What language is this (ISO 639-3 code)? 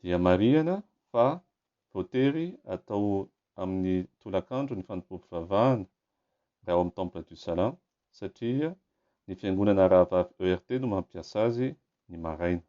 mlg